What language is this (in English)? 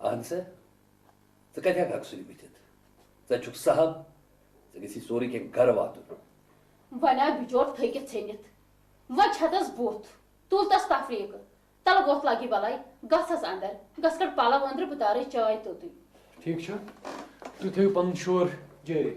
Kashmiri